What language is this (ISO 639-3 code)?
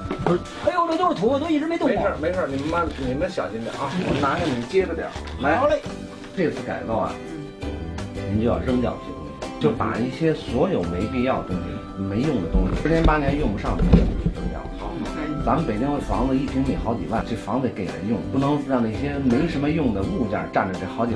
zho